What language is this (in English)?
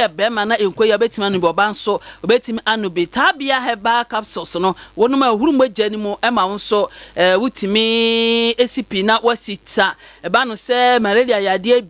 Akan